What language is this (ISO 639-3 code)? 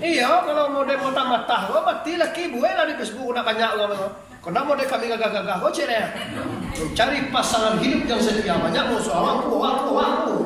min